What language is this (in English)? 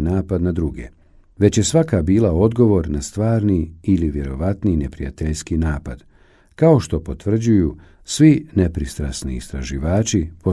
Bosnian